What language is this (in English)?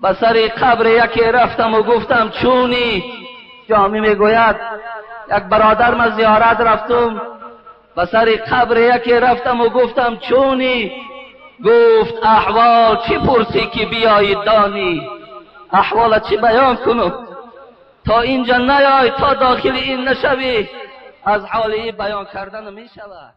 Tajik